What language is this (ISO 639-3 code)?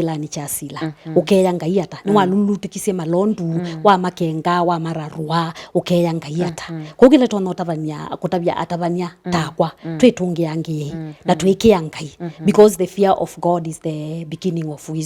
kam